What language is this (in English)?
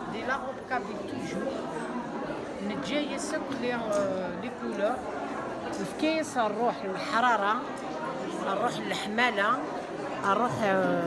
Kabyle